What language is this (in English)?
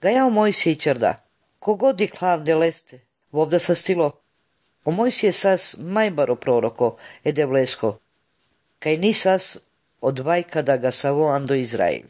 Slovenian